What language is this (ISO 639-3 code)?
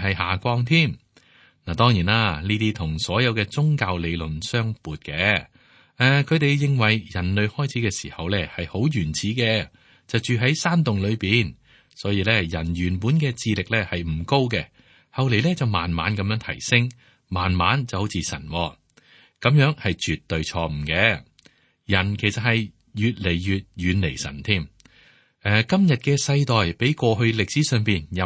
yue